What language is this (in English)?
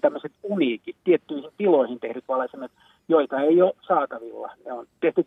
Finnish